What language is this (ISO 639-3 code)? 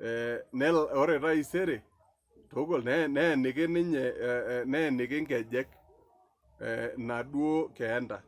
mas